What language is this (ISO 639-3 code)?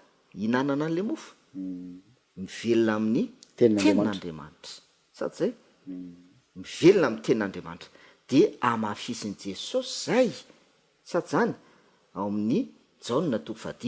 mlg